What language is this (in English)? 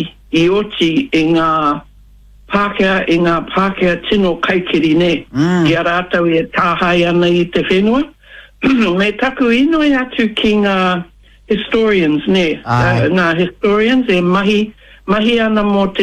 Māori